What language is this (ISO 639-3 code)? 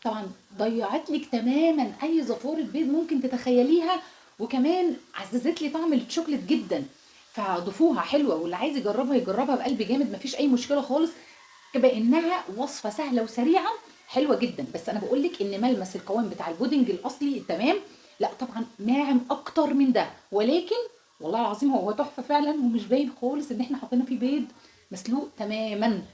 arz